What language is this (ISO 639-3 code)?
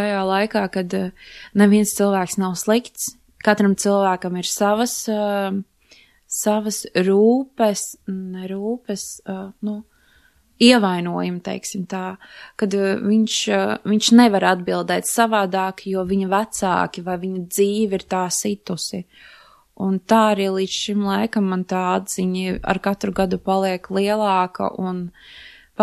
lav